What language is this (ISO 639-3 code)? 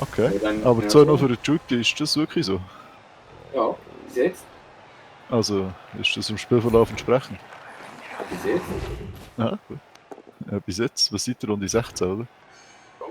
gsw